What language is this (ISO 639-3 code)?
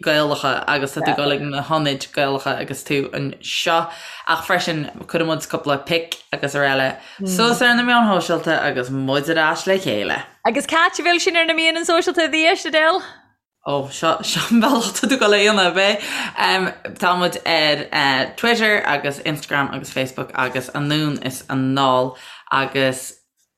gle